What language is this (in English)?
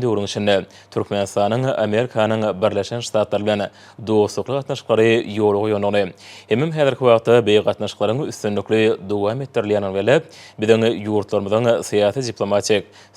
Turkmen